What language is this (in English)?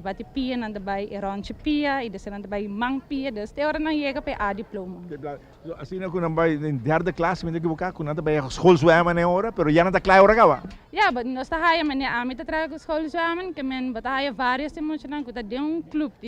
Papiamento